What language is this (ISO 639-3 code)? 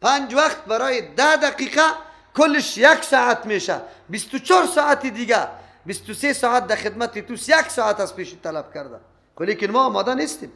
fas